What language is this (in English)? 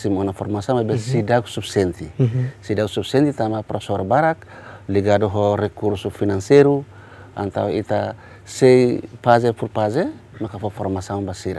Tetum